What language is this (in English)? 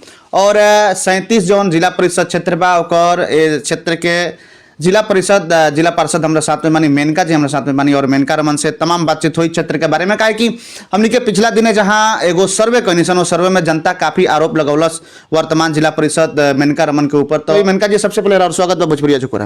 Bhojpuri